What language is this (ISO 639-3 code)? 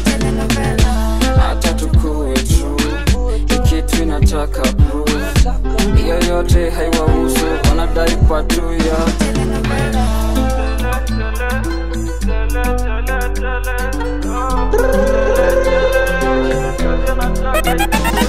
swa